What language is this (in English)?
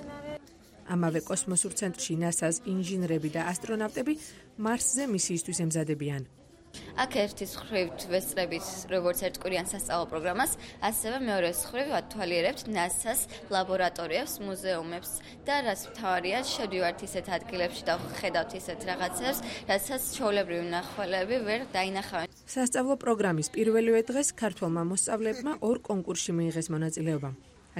Georgian